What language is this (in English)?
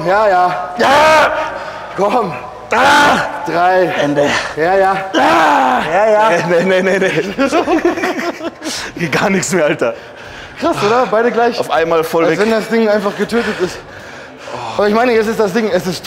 German